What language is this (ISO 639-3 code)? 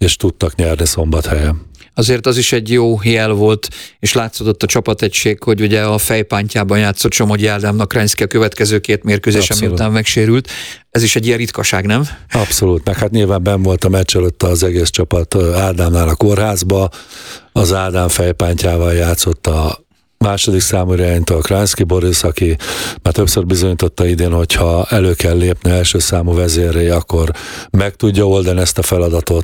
hun